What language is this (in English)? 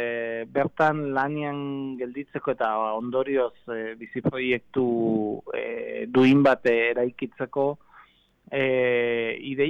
Basque